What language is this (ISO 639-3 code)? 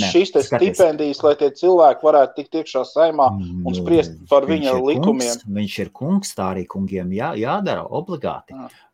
lav